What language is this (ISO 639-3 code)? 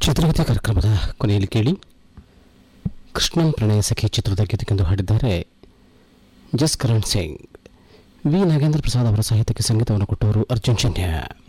kan